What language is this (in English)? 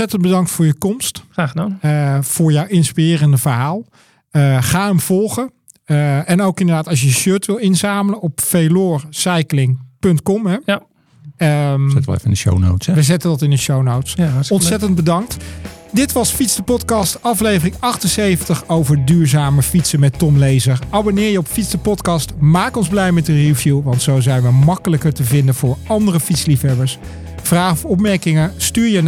Dutch